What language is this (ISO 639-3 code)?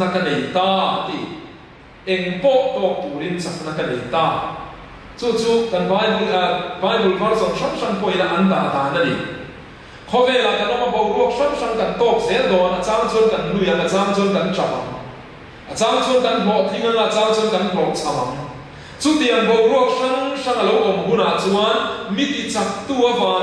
lus